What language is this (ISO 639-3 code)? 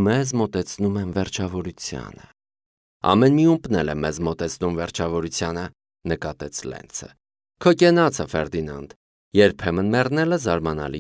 hye